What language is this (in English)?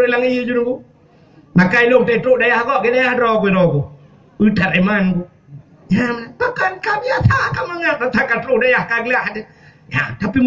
Achinese